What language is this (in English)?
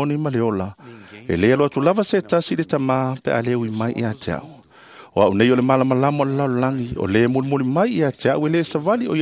Samoan